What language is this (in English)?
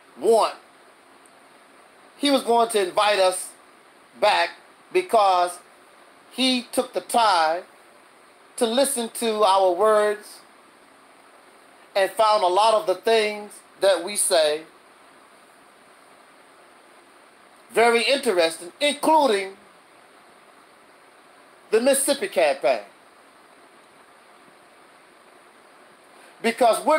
English